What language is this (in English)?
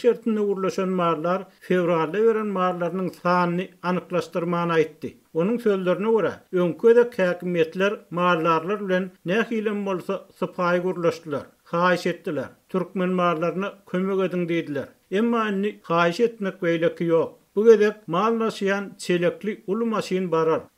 Turkmen